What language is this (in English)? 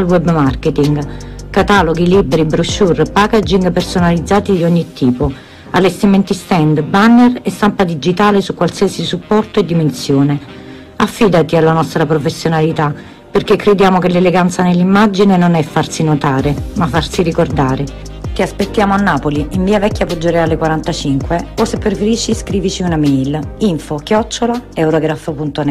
Italian